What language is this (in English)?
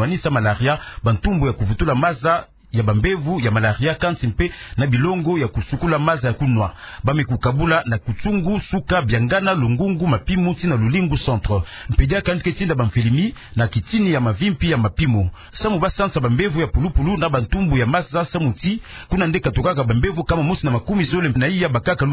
Kituba (Democratic Republic of Congo)